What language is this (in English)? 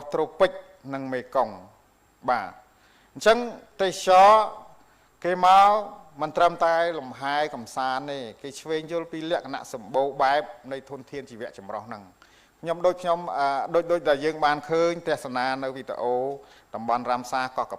Khmer